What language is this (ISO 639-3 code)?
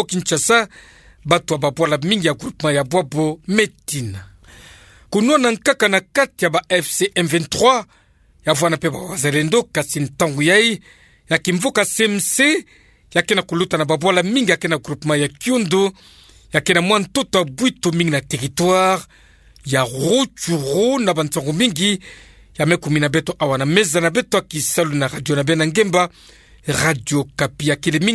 ktu